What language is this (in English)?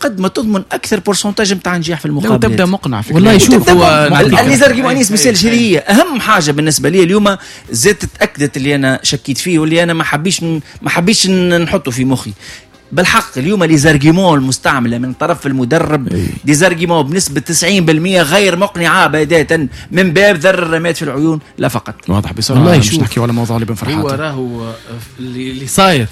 Tunisian Arabic